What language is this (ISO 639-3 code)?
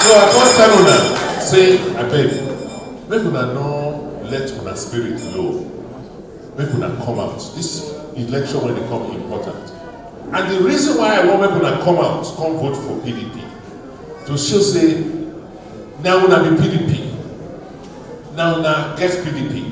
pcm